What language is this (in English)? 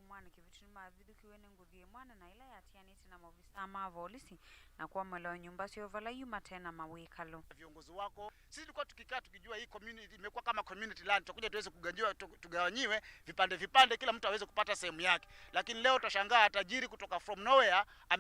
Kamba